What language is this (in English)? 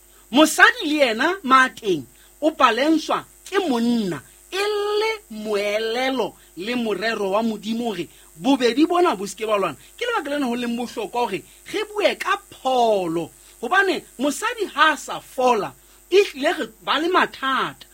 Southern Sotho